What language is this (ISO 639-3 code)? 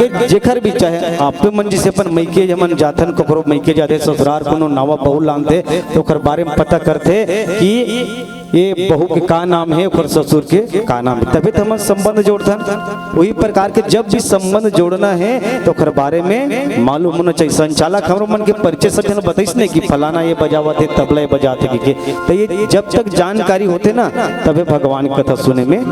hne